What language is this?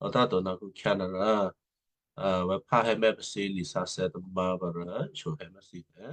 Western Kayah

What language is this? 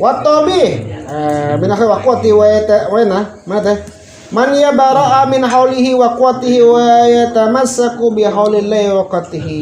Sundanese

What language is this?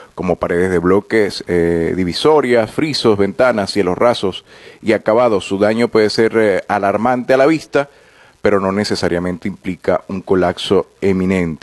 Spanish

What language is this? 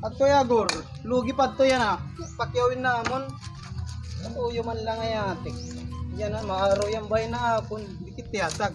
Waray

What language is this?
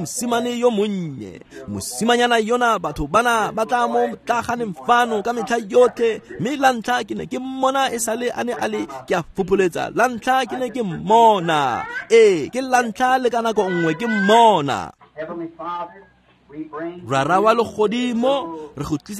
Tswana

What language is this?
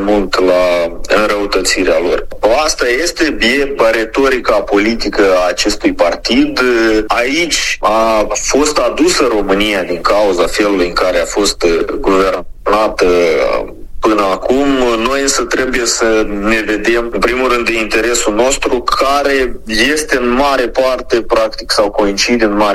Romanian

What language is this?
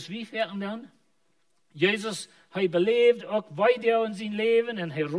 Plautdietsch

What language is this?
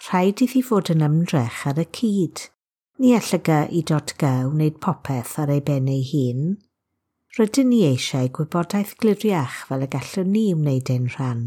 Welsh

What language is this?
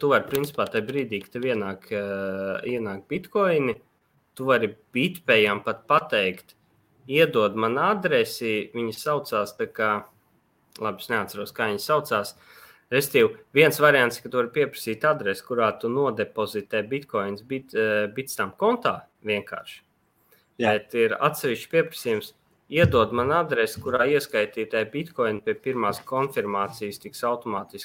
Latvian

